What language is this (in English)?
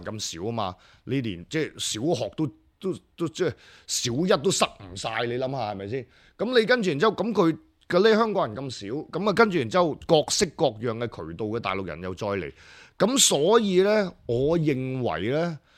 Cantonese